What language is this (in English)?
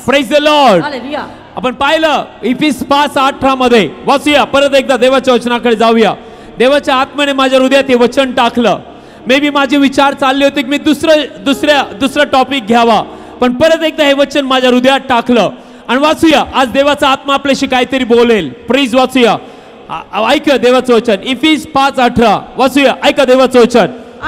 Marathi